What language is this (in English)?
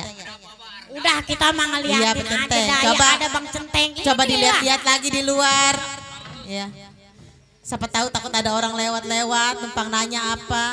Betawi